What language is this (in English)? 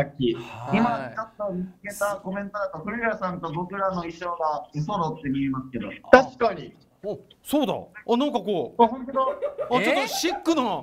Japanese